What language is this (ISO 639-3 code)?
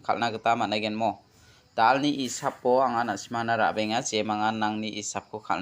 grt